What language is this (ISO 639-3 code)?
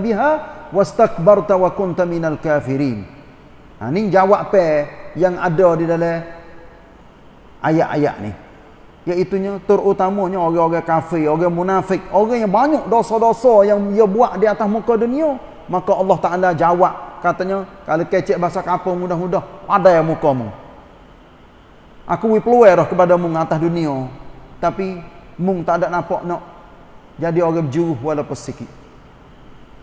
msa